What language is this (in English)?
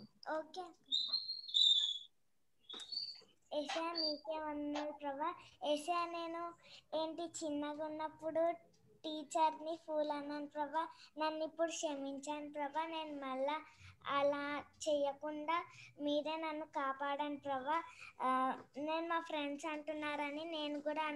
Telugu